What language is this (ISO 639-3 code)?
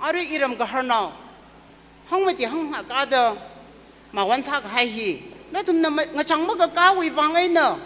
nmf